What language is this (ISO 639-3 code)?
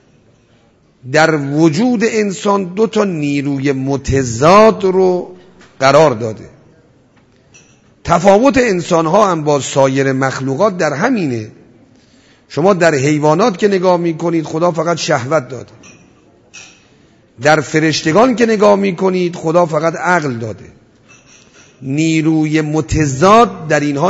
fas